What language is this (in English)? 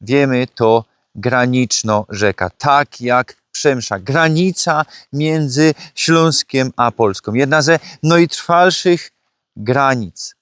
Silesian